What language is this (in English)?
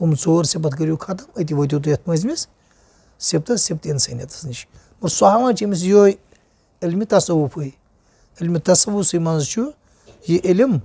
Kashmiri